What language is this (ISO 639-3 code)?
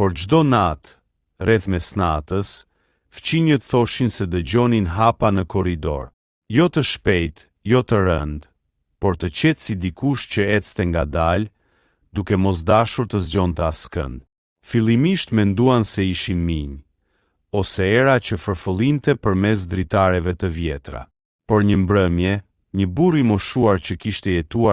sqi